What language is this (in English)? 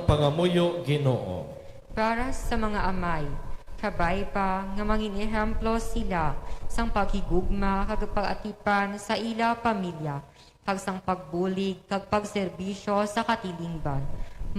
Hiligaynon